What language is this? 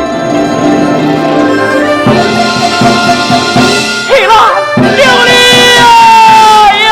Pu-Xian Chinese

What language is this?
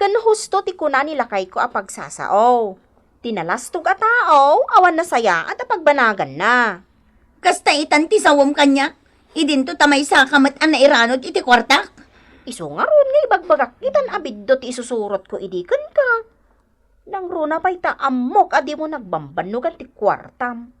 Iloko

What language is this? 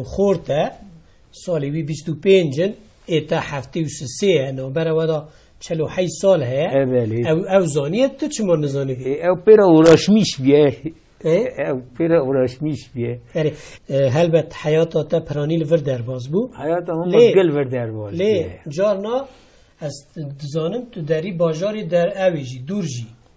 Kurdish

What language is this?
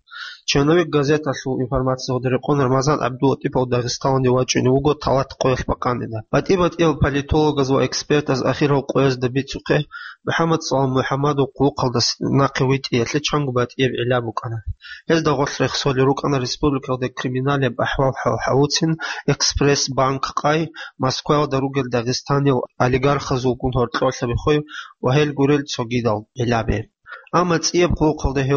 Avaric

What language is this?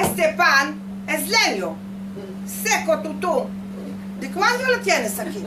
Ladino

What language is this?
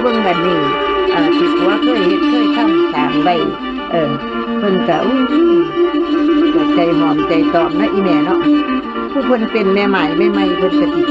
Northeastern Thai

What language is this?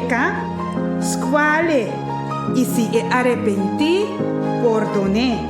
Papiamento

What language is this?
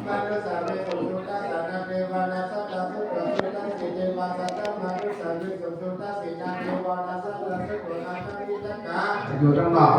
Pali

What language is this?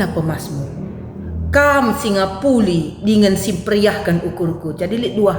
Batak Karo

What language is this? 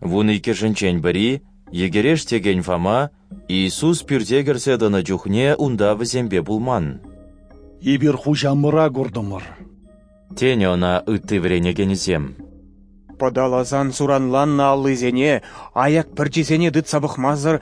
Chuvash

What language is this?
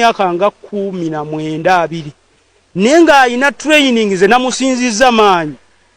Ganda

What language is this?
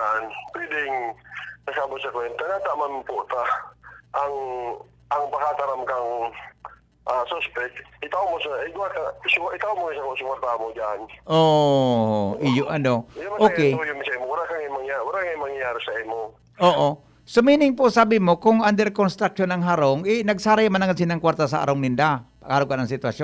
Bikol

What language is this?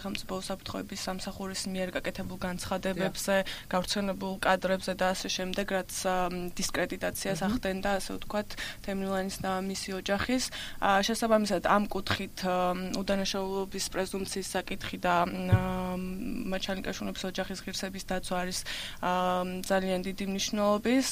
Georgian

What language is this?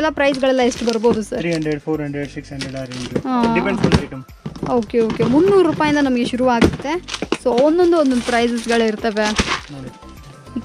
Kannada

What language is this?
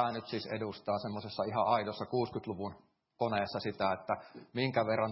Finnish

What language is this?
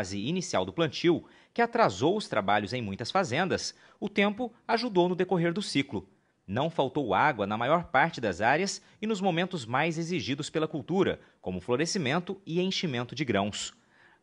Portuguese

